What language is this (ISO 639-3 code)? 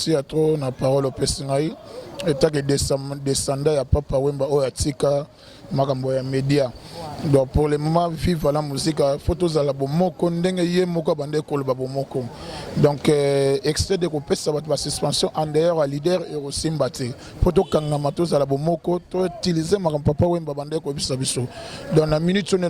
lin